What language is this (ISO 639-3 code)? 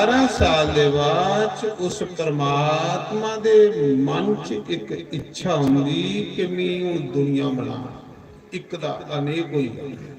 doi